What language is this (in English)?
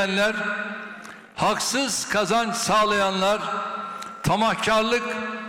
Turkish